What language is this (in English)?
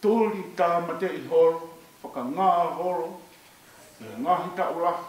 Tongan